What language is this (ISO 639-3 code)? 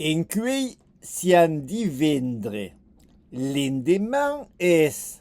oci